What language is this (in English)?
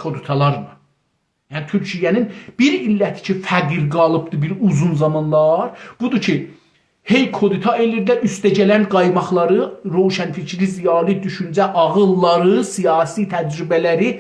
South Azerbaijani